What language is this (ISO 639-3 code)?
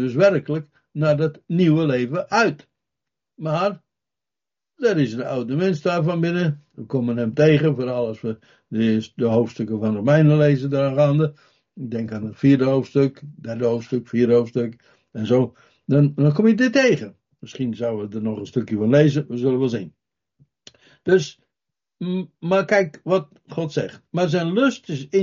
nld